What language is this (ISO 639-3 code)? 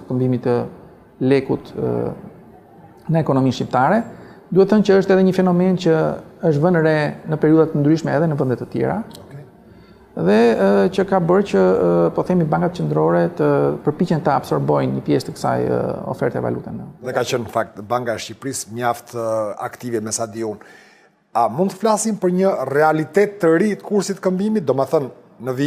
sqi